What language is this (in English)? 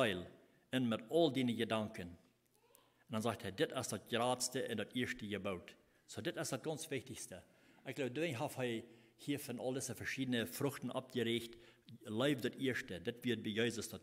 Plautdietsch